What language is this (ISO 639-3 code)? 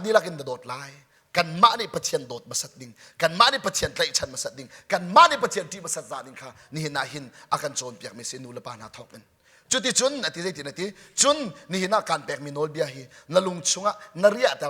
cnh